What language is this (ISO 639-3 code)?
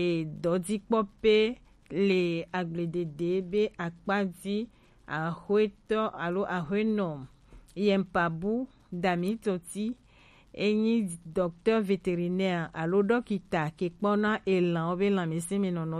gej